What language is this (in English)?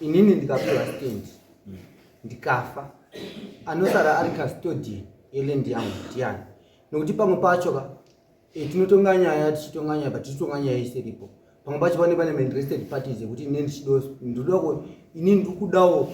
Shona